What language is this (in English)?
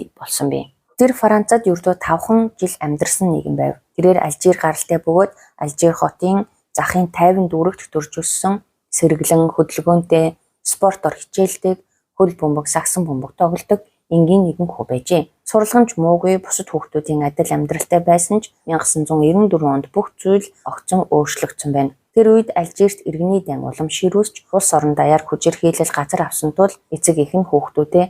Mongolian